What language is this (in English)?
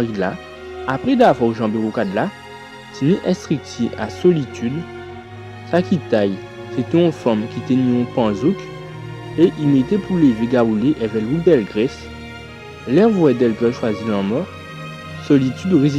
Guadeloupean Creole French